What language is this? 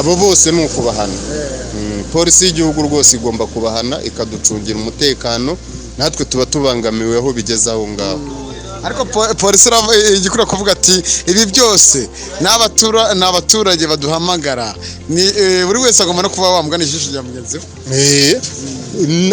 Kinyarwanda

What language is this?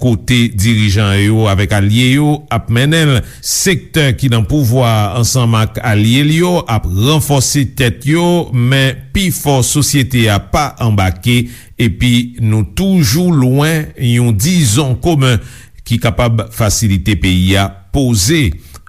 Haitian Creole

